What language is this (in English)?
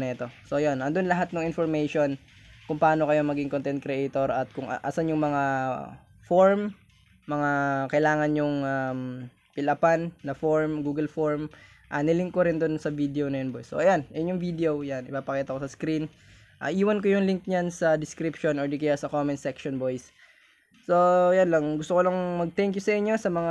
Filipino